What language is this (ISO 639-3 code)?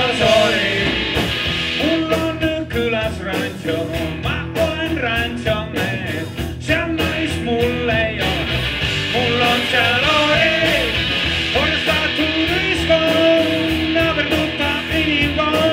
est